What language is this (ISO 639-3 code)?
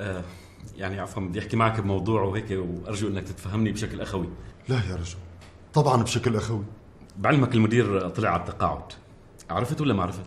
apc